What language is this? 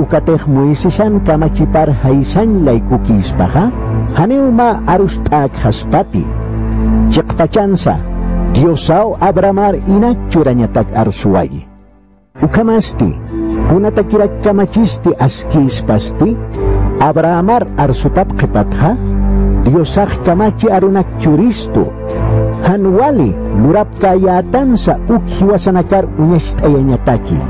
Aymara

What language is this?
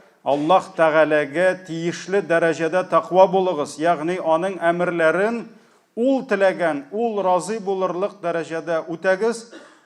Tatar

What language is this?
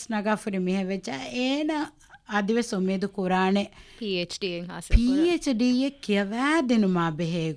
Divehi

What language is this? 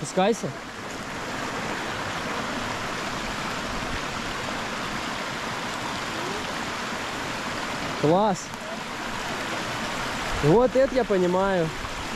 Russian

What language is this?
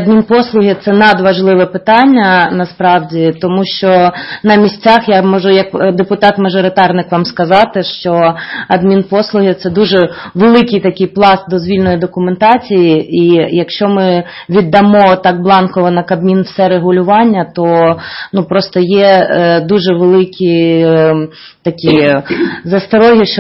Ukrainian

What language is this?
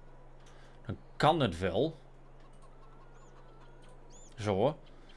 Dutch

